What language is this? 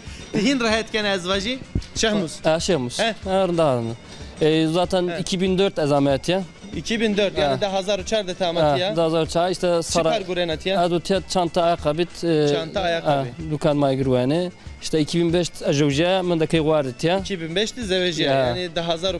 Zaza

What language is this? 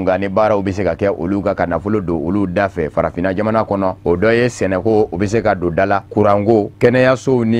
Bambara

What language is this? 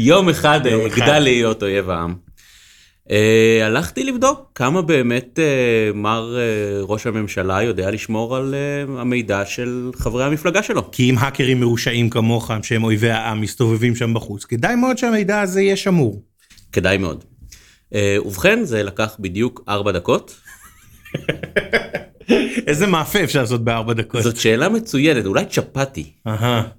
Hebrew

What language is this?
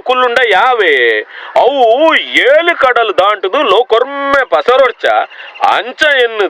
Tulu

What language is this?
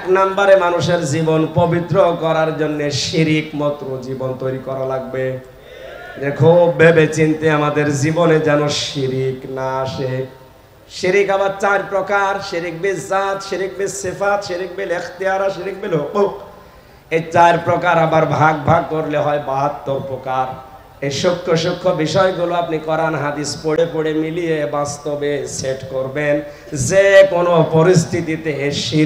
Bangla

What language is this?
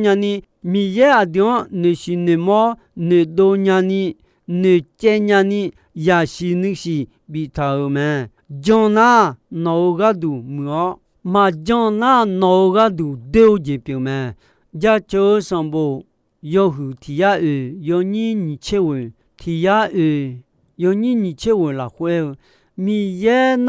Akha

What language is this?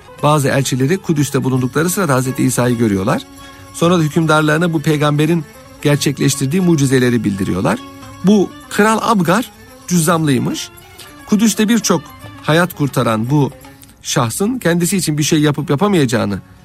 Turkish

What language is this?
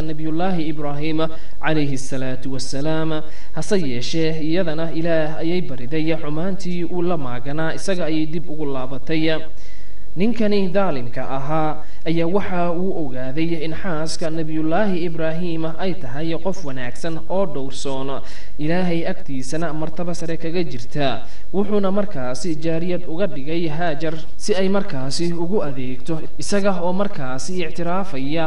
Somali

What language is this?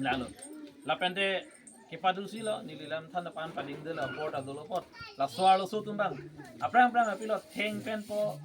Karbi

